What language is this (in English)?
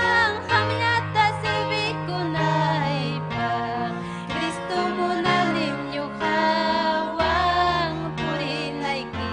Ayacucho Quechua